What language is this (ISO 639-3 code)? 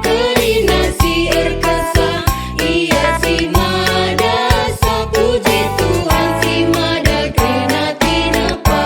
btx